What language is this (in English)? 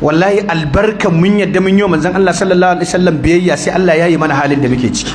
Hausa